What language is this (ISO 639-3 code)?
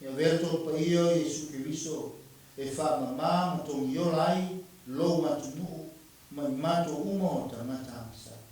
smo